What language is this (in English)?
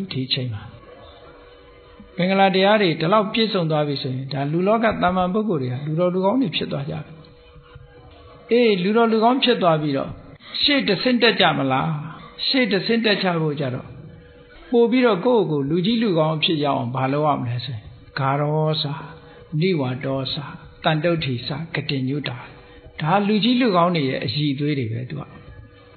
Burmese